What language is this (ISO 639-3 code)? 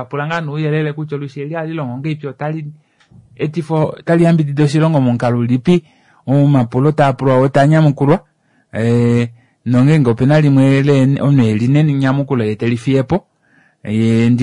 kua